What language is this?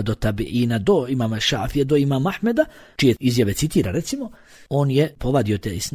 Bosnian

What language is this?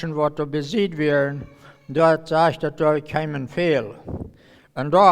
Plautdietsch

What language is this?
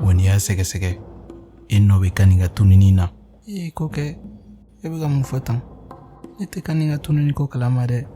Bambara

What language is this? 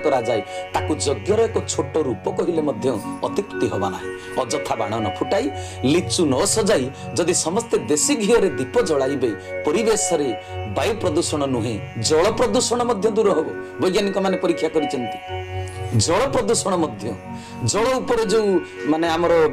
Odia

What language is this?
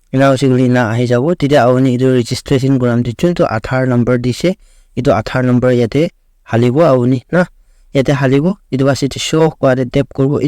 Naga Pidgin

